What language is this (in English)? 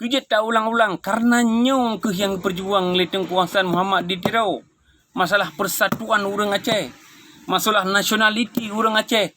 Achinese